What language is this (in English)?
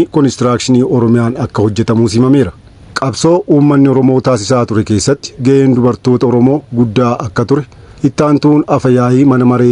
Oromo